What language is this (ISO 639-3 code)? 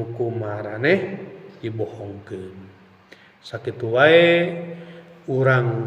sun